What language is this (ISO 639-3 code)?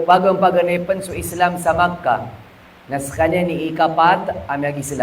mrw